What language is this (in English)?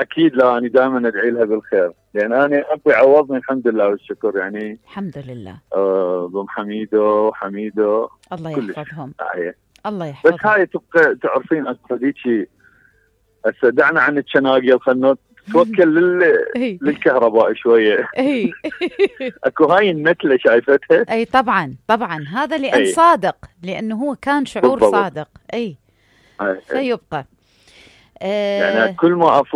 Mesopotamian Arabic